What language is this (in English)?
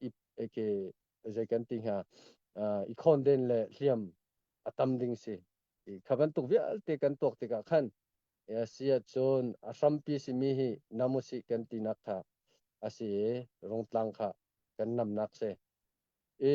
Hakha Chin